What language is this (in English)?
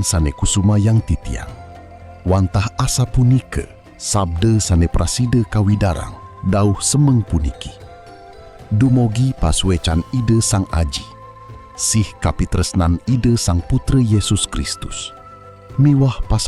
Balinese